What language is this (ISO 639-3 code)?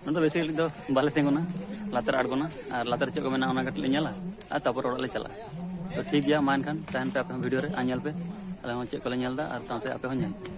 sat